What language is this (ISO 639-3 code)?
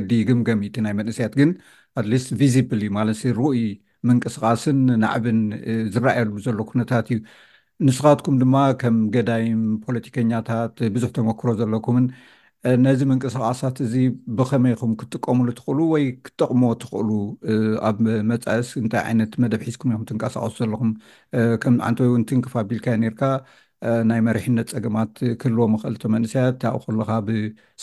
tir